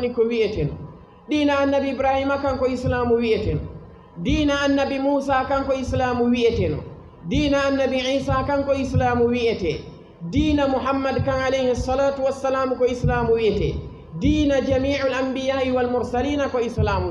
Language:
Fula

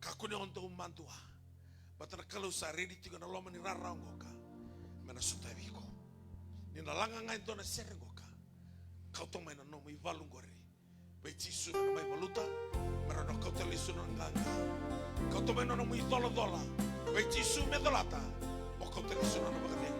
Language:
Fijian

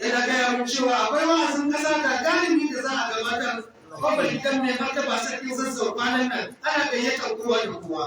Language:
Hausa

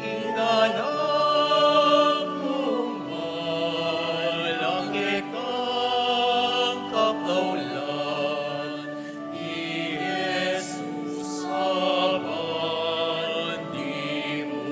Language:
Pampanga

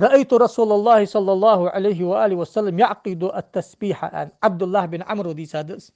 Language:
Ingush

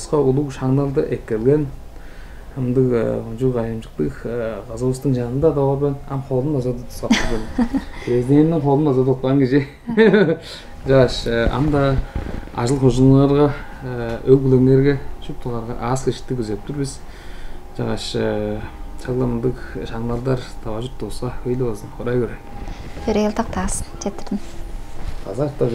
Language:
Tuvinian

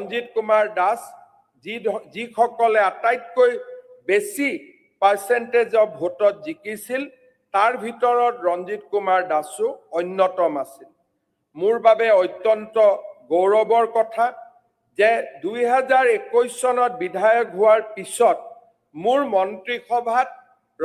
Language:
Assamese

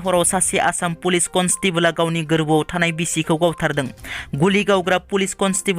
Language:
Bodo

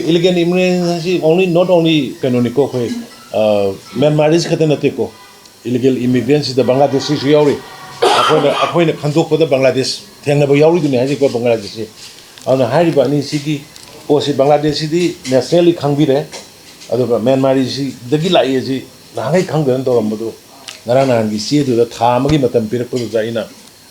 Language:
Manipuri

